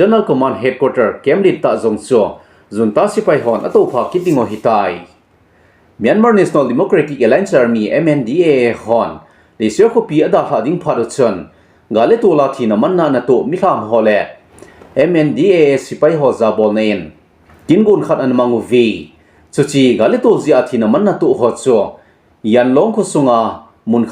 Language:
Thado Chin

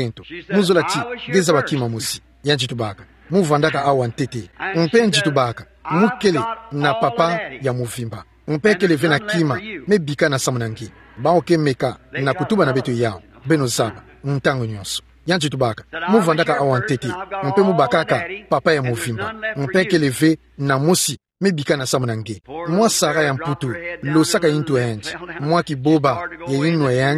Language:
Kituba (Democratic Republic of Congo)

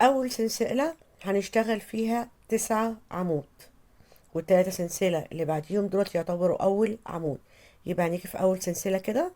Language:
Egyptian Arabic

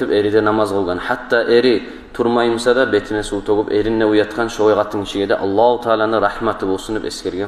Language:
Kumyk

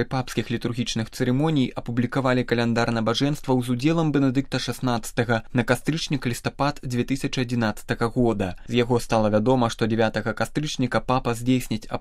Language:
Belarusian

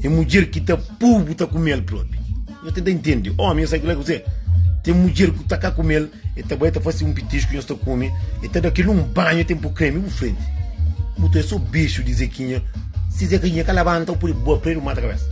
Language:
Kabuverdianu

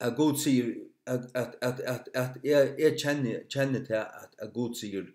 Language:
Faroese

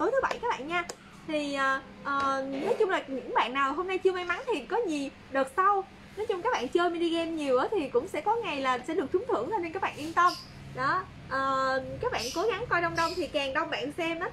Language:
Vietnamese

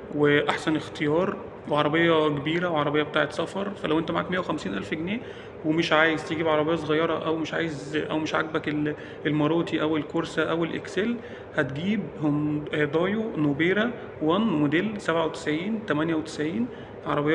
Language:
Egyptian Arabic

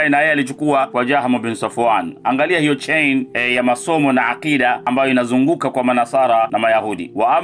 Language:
Swahili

